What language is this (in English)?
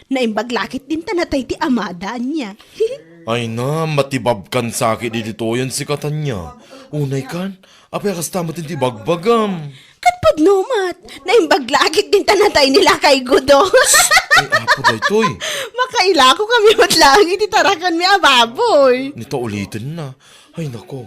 Iloko